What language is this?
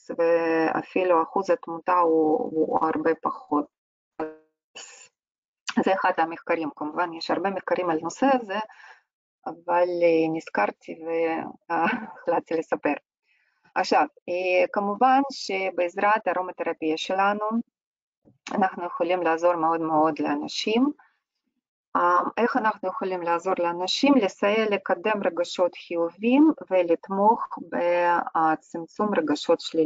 Hebrew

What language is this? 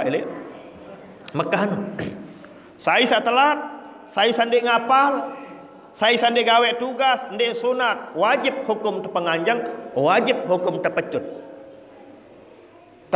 Sasak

